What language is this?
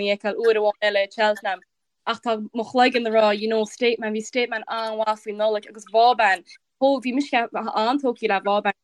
Irish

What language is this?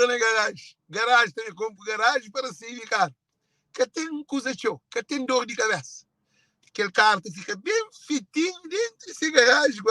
Kabuverdianu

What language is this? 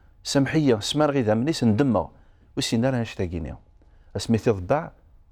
Kabyle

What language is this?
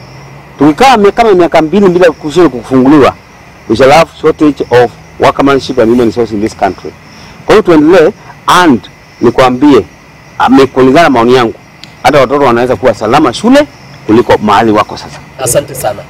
Swahili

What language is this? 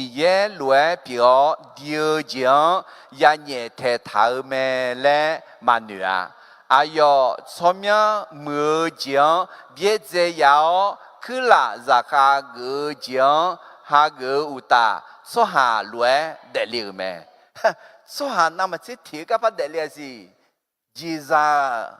Akha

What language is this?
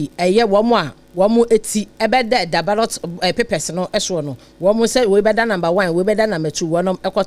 Akan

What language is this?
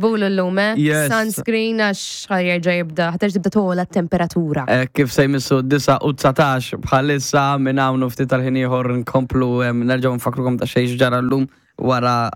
Maltese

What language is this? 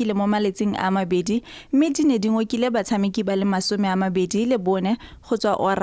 Tswana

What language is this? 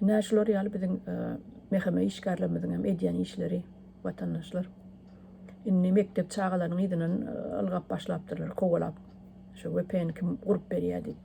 Turkmen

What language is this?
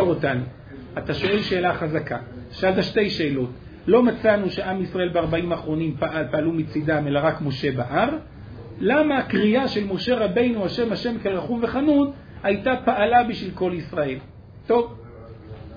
Hebrew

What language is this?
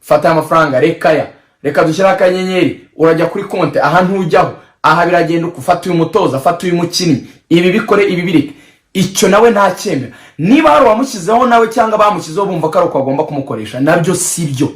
Kinyarwanda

